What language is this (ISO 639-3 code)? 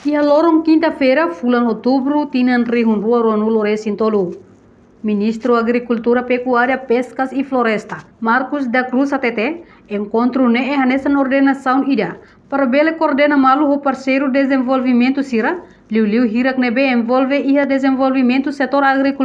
tet